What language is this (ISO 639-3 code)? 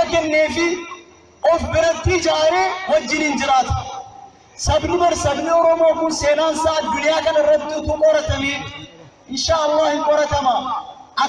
orm